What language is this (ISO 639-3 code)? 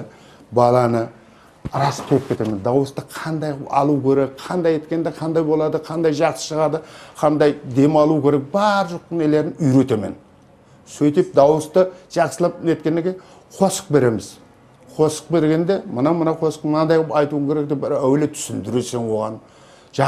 kaa